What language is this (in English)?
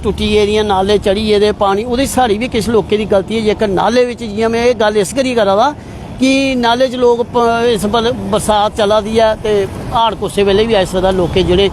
Dogri